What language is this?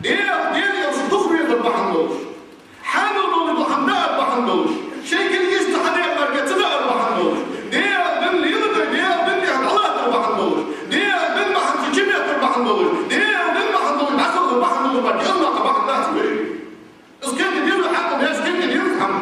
Ingush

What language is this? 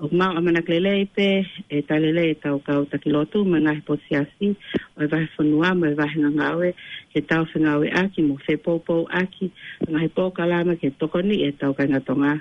Tongan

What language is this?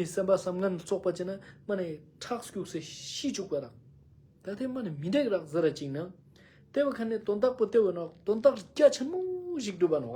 Ladakhi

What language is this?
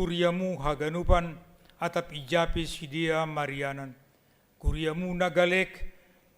Batak Simalungun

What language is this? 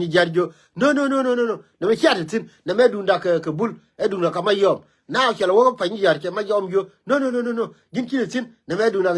Nuer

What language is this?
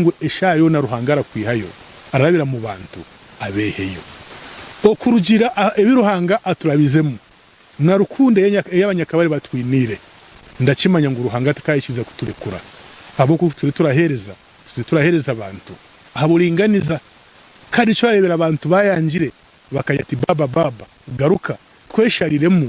Nyankole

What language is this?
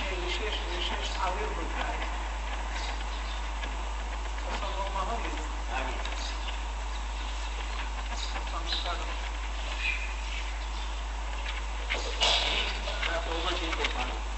Gujarati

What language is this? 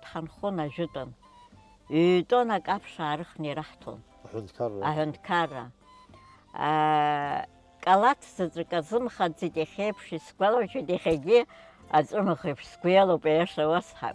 Abkhazian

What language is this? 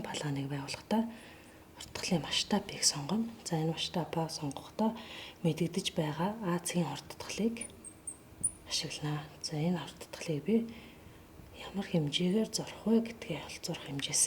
Mongolian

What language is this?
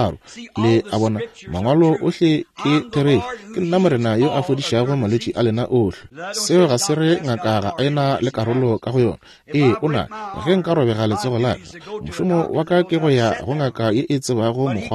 Northern Sotho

